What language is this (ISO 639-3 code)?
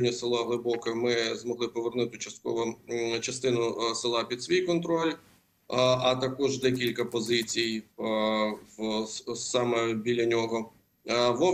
ukr